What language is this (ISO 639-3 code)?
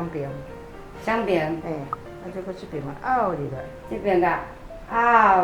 nan